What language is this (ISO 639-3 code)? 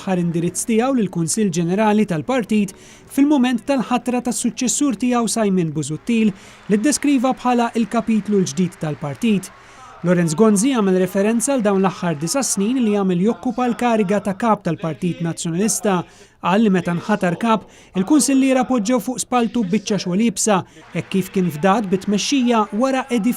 mlt